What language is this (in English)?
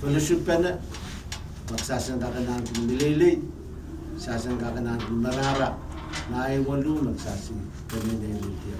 Pohnpeian